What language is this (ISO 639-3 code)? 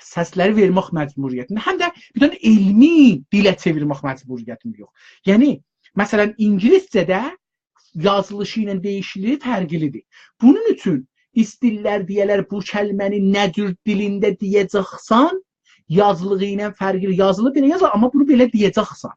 azb